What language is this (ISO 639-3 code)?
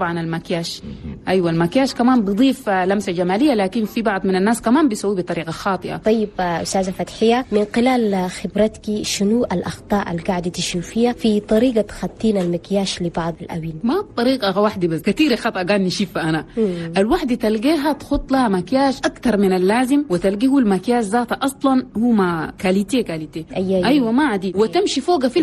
shu